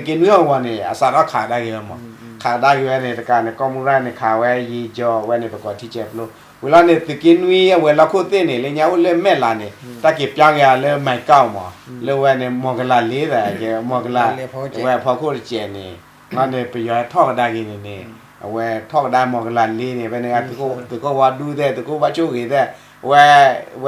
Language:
S'gaw Karen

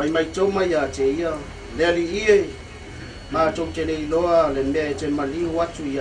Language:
Samoan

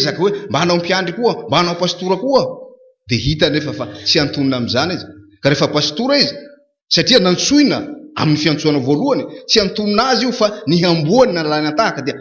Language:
Malagasy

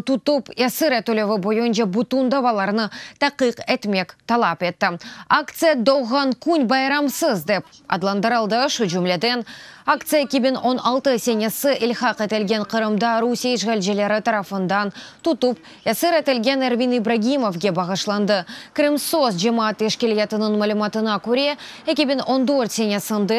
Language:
Crimean Tatar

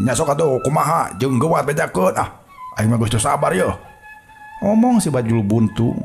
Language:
Sundanese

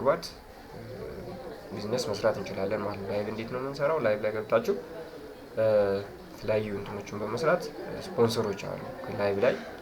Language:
Amharic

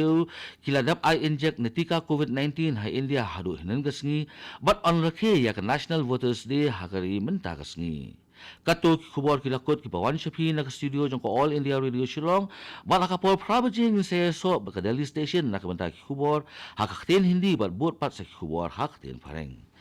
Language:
Khasi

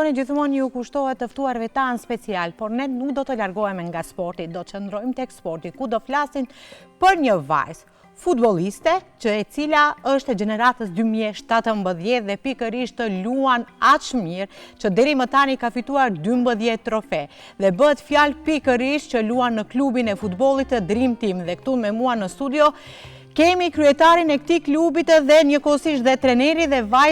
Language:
Albanian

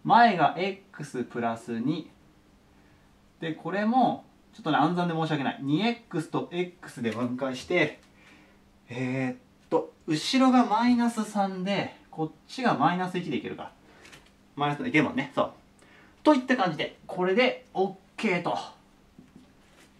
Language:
Japanese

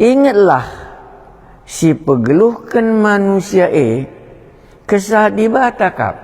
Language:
Batak Karo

